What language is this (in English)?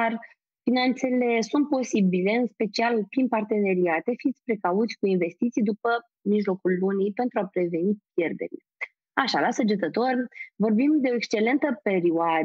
Romanian